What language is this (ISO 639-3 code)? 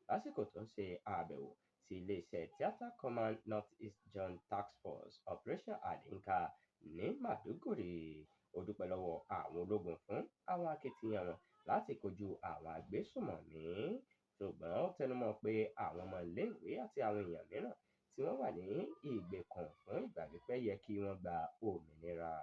yor